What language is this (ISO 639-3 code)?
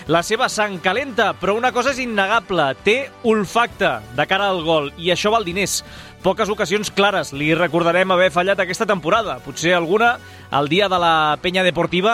cat